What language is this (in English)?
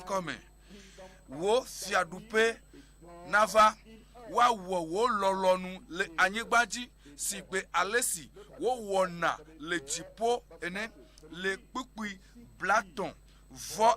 Ewe